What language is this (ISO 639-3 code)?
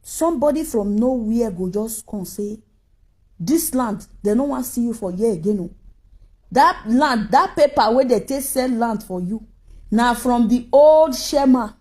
pcm